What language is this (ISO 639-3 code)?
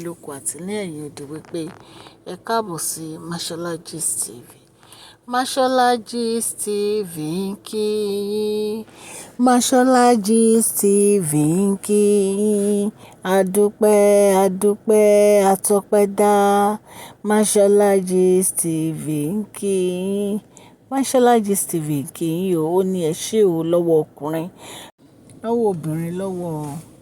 yor